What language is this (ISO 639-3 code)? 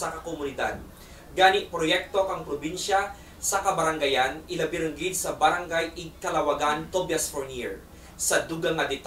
krj